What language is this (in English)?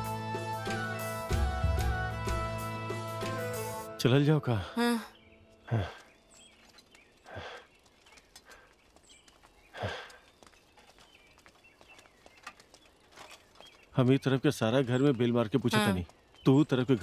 Bhojpuri